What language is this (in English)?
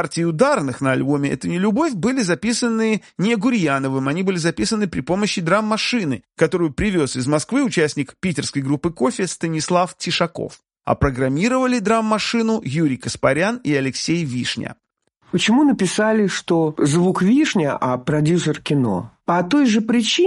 Russian